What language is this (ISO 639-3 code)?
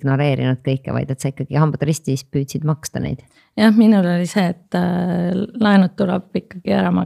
est